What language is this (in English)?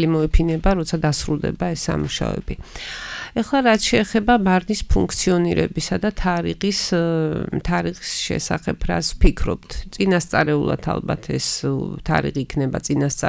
Georgian